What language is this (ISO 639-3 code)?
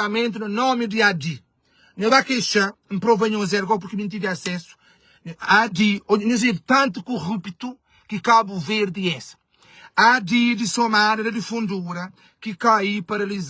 kea